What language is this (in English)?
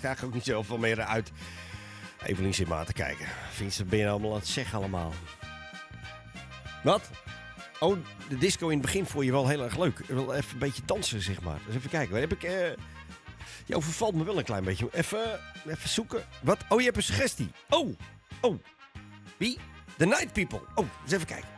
Dutch